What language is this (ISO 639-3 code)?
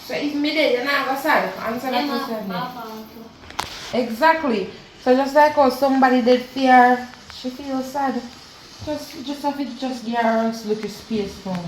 jam